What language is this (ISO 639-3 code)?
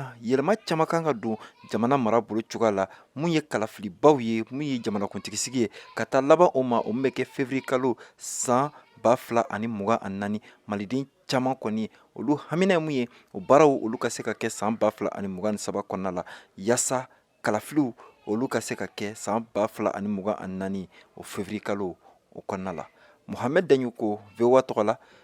bam